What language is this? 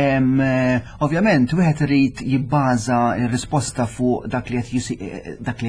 Maltese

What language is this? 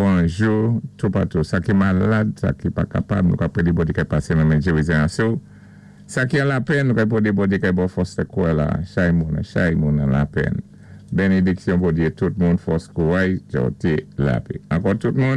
Saint Lucian Creole French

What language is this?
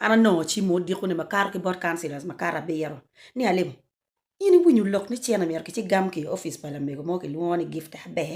Acoli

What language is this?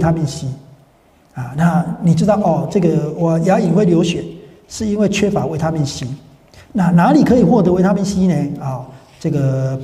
Chinese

